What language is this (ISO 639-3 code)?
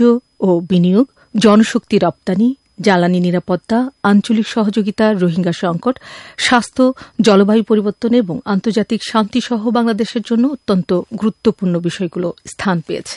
ben